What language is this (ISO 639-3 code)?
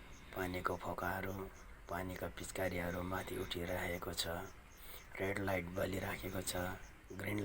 nep